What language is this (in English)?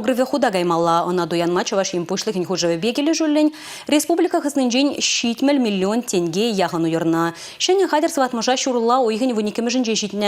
Chuvash